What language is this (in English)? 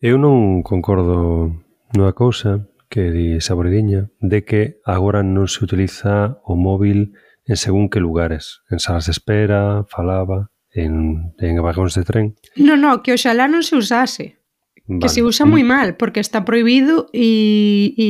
Galician